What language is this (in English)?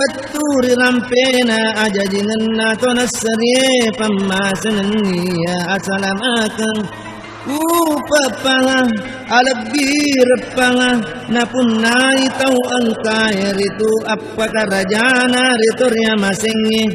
Buginese